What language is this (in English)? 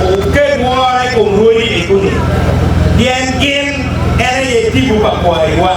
Acoli